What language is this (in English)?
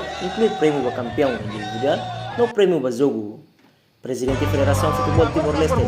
Tetum